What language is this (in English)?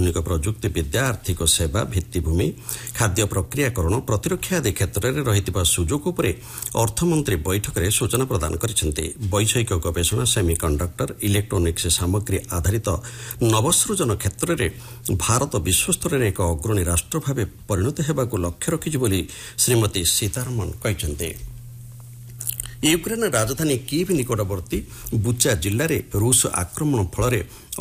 Odia